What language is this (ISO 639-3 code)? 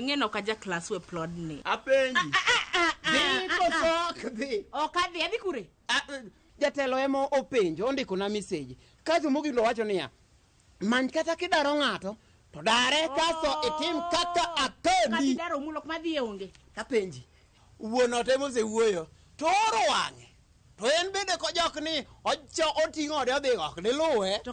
luo